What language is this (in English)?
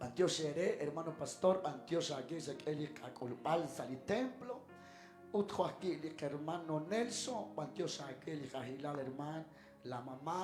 Kekchí